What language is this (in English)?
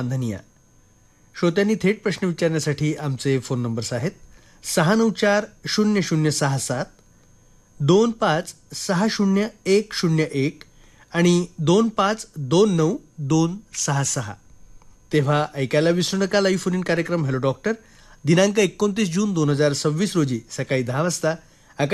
Marathi